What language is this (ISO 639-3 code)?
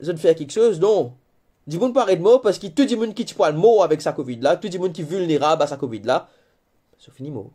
mfe